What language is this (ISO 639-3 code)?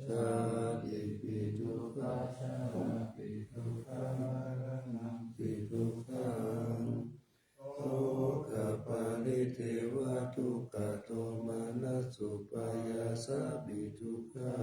pli